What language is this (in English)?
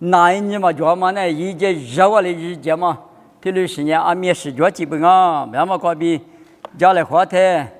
Lisu